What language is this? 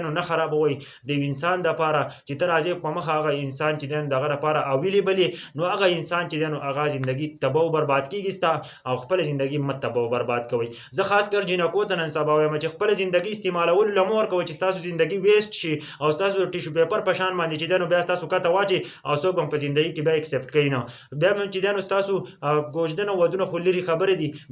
Pashto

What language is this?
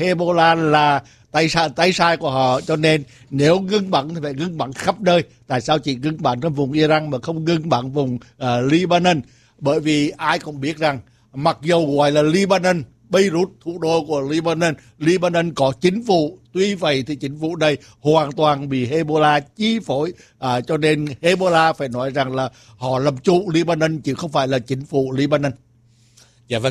Vietnamese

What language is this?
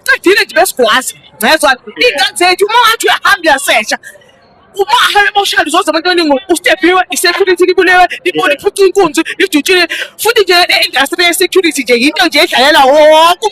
Zulu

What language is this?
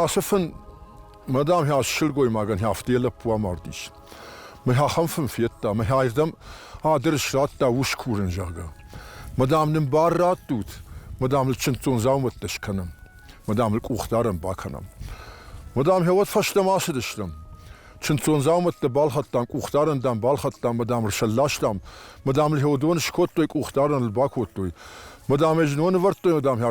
Ossetic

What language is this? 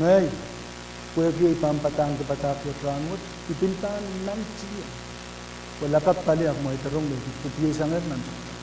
Pohnpeian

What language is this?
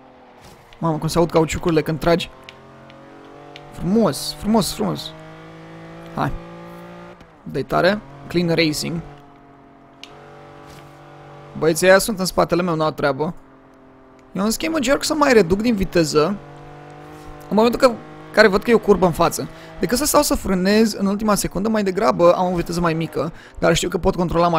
Romanian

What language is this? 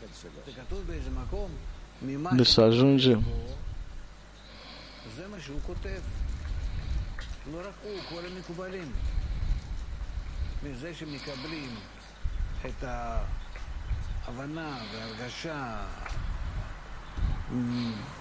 Romanian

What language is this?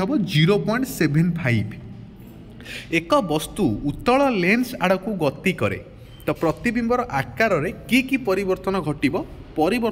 Odia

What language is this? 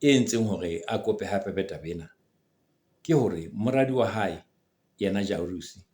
Southern Sotho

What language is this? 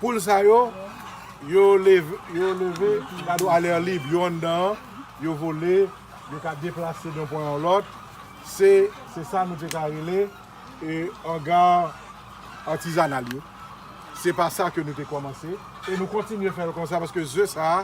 Haitian Creole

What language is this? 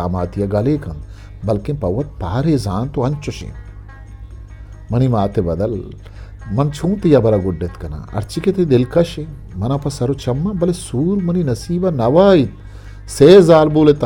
Eastern Balochi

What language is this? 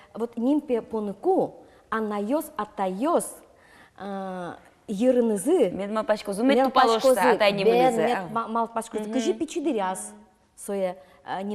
Udmurt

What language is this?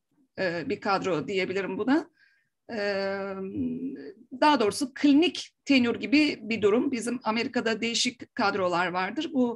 Turkish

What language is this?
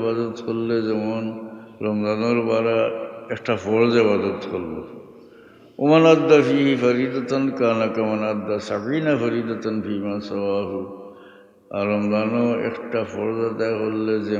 Sylheti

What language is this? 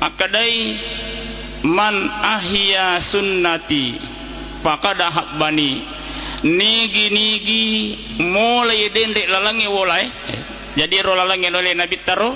Buginese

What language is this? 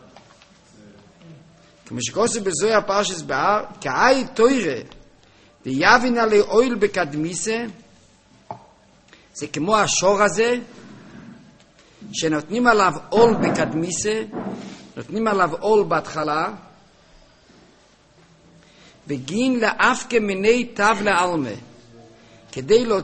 Hebrew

